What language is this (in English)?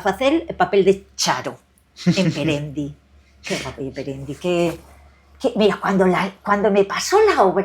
Asturian